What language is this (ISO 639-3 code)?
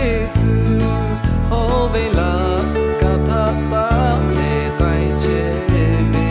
lhu